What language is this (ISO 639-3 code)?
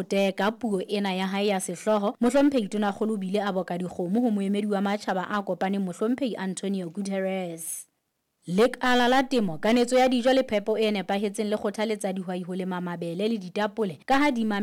sot